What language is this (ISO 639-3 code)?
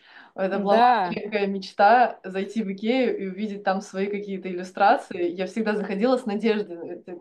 rus